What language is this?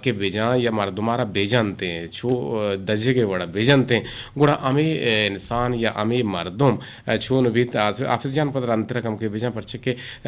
Eastern Balochi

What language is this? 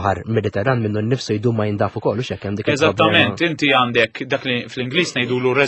Maltese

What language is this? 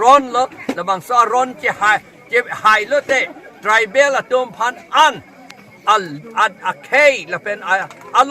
Karbi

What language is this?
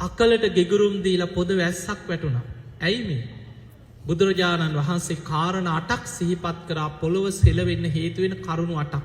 Sinhala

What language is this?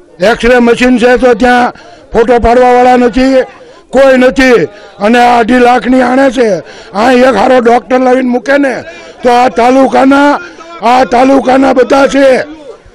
Gujarati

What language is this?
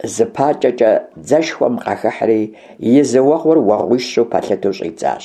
Kabardian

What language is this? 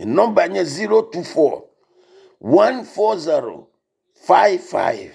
Ewe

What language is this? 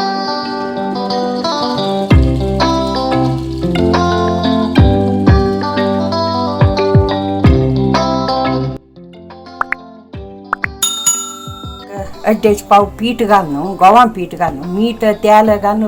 Konkani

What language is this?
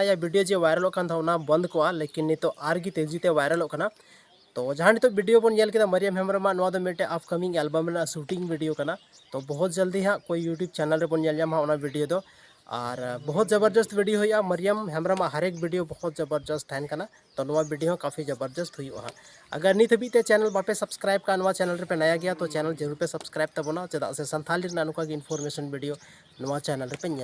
Santali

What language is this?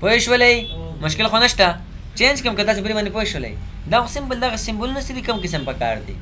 Pashto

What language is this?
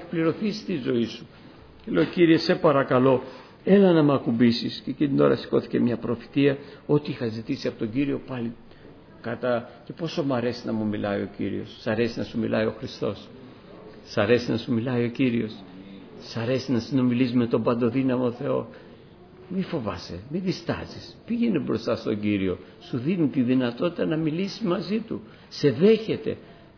Greek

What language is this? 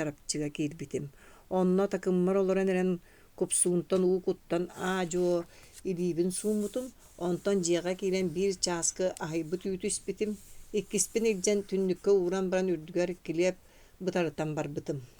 Yakut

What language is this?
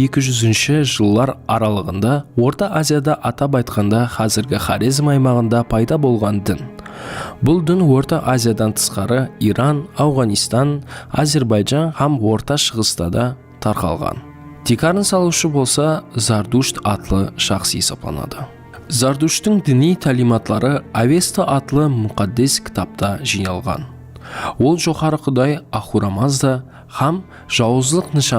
Kara-Kalpak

